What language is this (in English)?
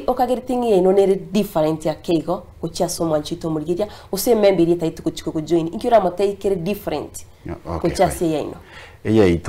Gusii